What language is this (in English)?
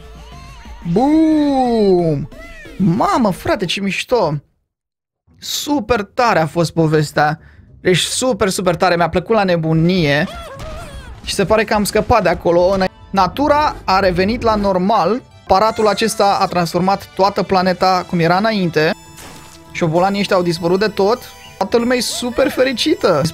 Romanian